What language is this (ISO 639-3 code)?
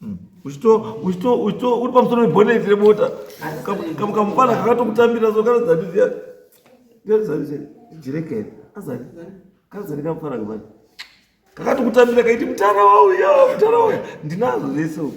sna